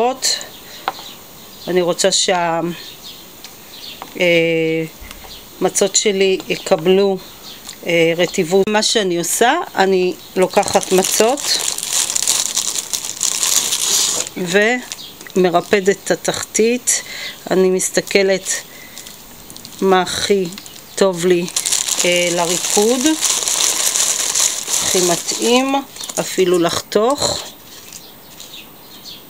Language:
Hebrew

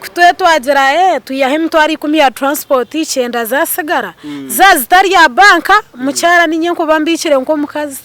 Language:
Nyankole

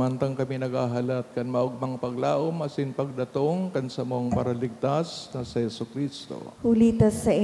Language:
Bikol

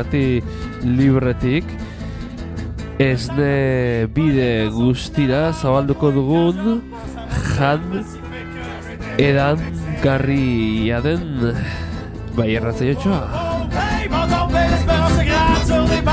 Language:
Basque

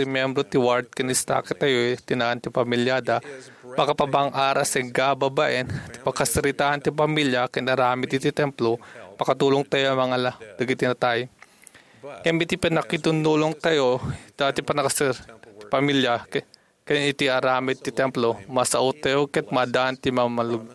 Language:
Iloko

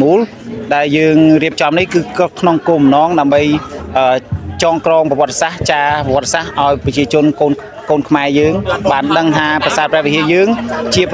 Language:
Khmer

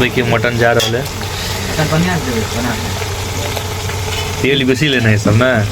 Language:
Maithili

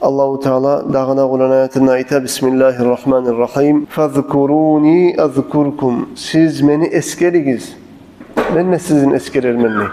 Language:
Kumyk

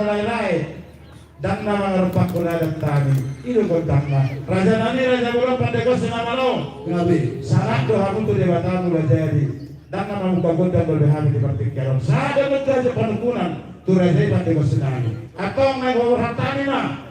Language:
Batak Toba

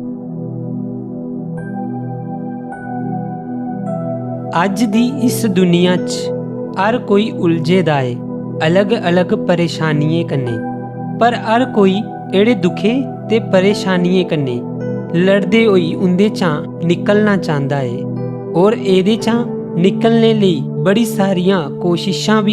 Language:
Dogri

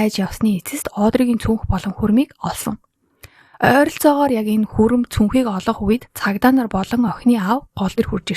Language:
Mongolian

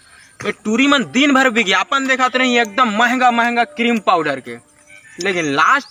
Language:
Chhattisgarhi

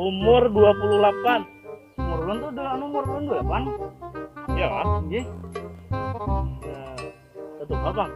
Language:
Banjar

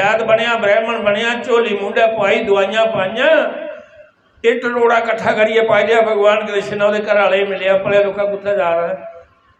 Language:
Dogri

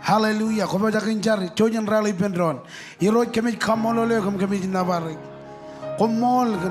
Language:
Marshallese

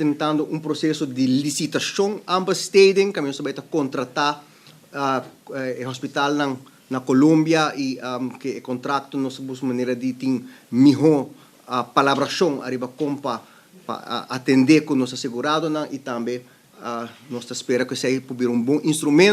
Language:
Papiamento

